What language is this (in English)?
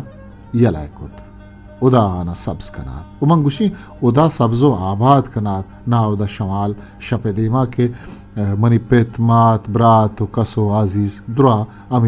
Eastern Balochi